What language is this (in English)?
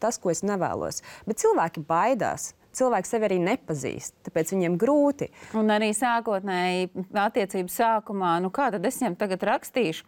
Latvian